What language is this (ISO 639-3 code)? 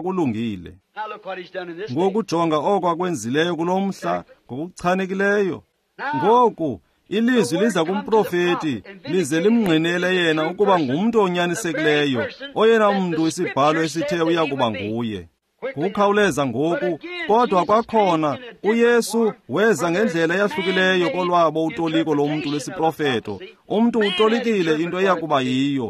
xho